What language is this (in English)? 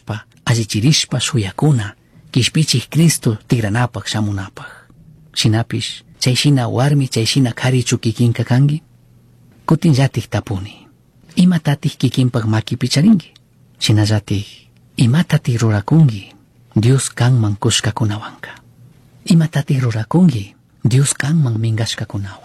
Chimborazo Highland Quichua